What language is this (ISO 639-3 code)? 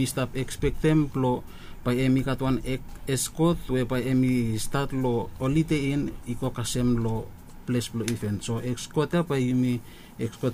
bis